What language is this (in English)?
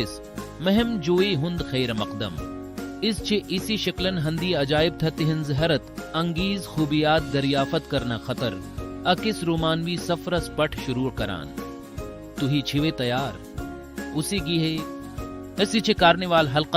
Kashmiri